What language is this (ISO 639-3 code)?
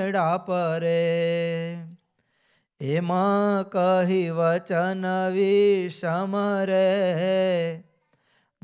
guj